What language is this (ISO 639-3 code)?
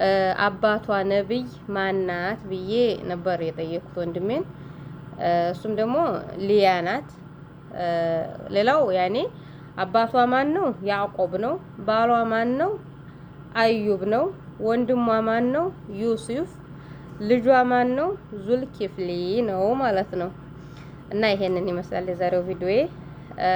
amh